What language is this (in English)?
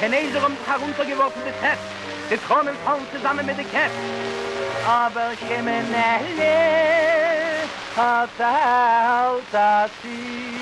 Yiddish